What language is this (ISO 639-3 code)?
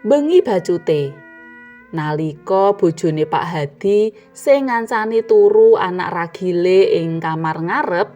jav